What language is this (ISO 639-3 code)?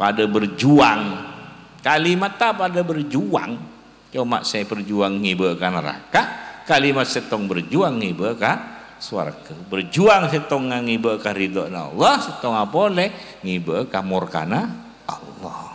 mad